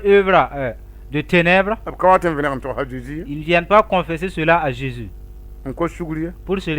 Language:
Mossi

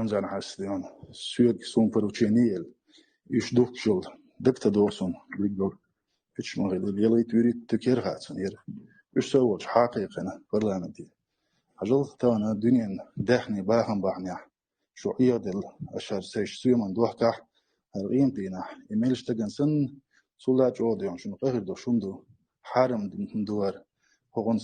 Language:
Chechen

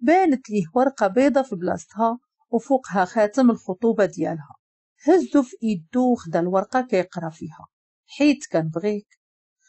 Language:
Moroccan Arabic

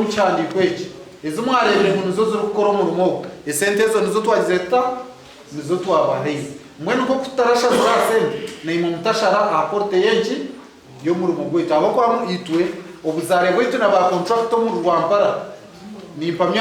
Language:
Nyankole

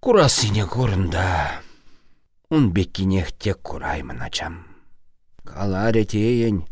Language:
Chuvash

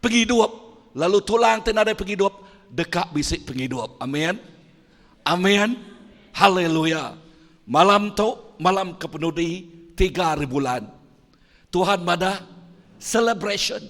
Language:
Iban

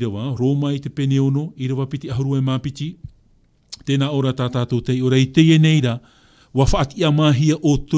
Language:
Tahitian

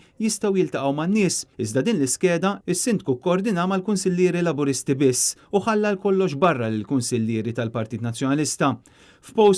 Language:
Maltese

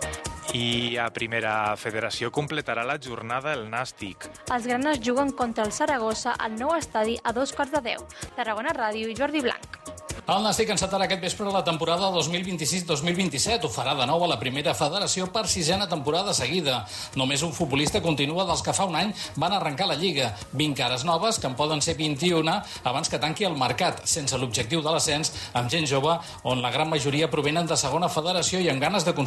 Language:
Catalan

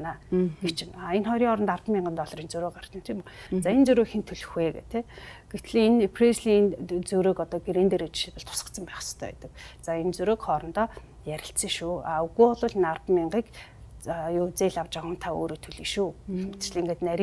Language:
Mongolian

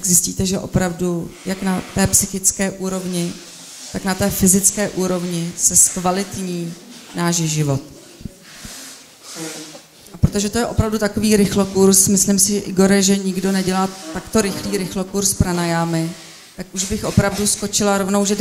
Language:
Czech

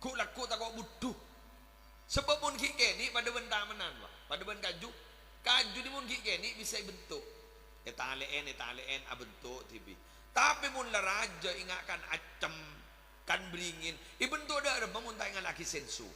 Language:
Madurese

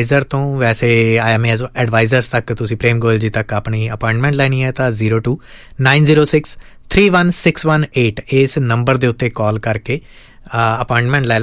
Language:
Punjabi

